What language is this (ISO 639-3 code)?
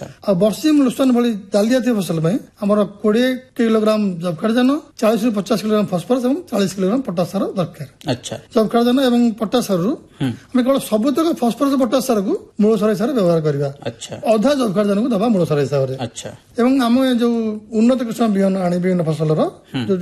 ori